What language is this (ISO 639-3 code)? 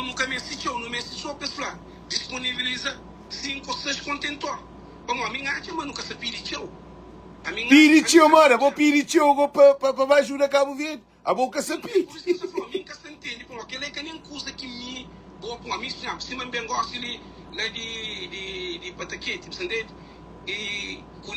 kea